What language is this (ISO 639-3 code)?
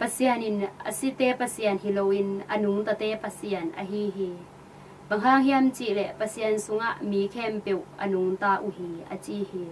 ctd